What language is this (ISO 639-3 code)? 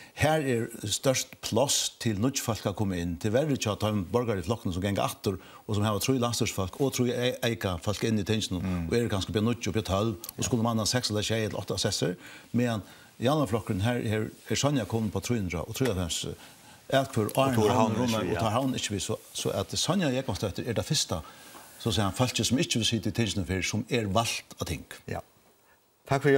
fao